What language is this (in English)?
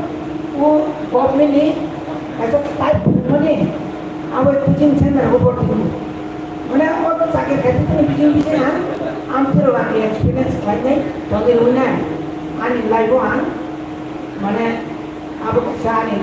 Kok Borok